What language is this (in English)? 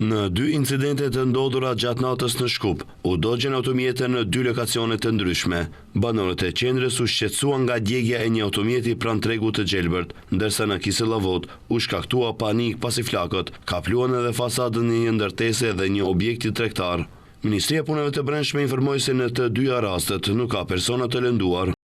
Albanian